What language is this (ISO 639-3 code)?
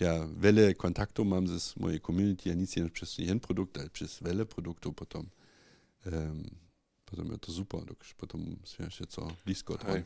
hsb